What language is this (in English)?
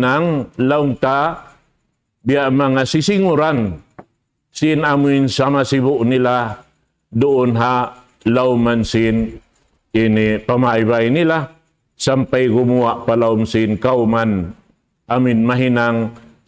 Tausug